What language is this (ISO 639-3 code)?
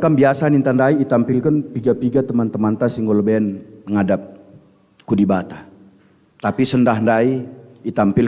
btx